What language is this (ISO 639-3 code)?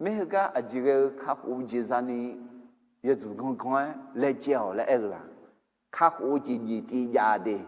ahk